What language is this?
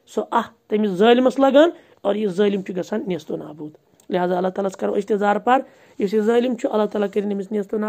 Kashmiri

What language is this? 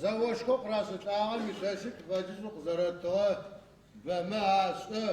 Adyghe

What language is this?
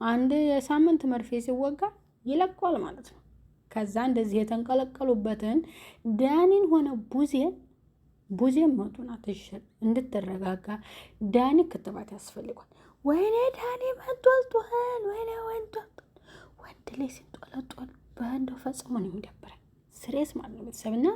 Amharic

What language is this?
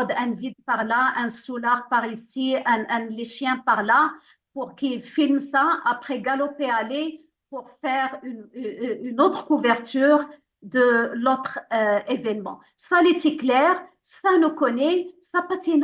Morisyen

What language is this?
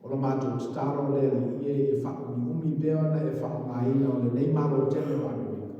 Samoan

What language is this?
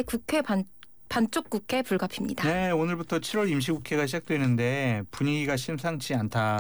Korean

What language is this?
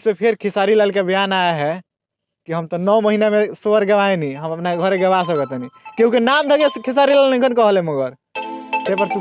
Bhojpuri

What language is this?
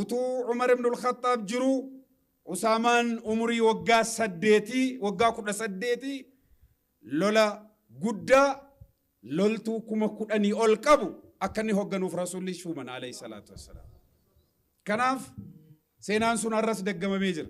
Oromo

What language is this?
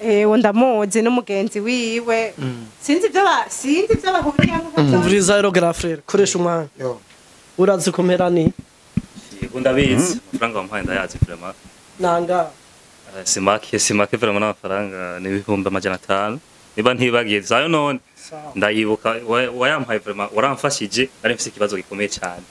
Rundi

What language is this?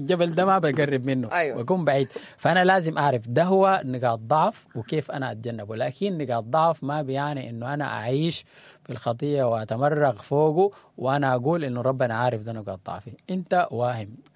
Sudanese Arabic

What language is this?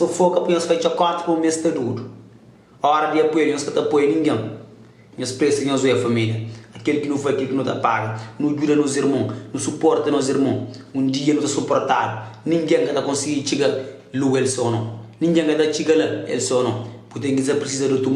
Kabuverdianu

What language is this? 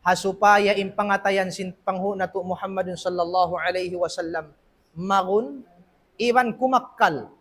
Tausug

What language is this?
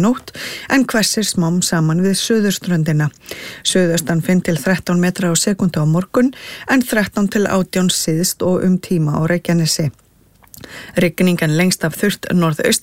Icelandic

